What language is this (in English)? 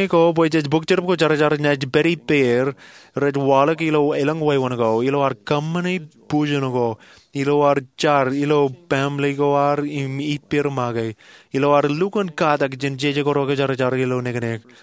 Marshallese